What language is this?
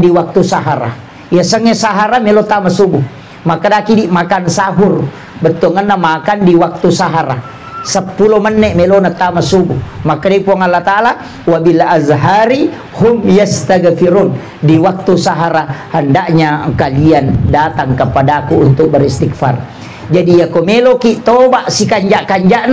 Buginese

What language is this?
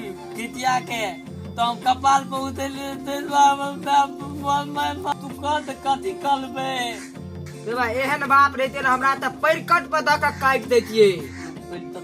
Maithili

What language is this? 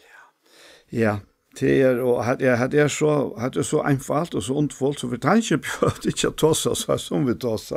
Faroese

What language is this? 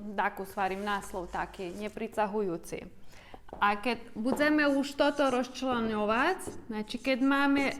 Rusyn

